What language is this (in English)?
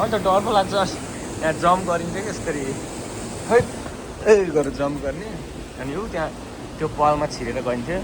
Nepali